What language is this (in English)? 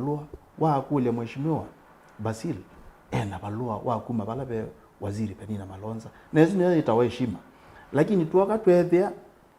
Kamba